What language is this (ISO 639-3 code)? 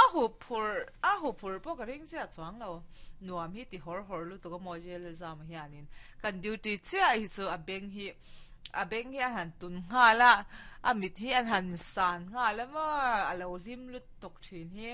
lus